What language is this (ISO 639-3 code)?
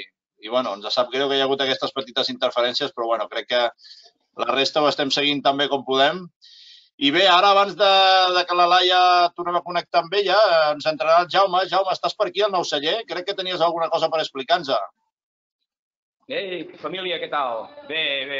cat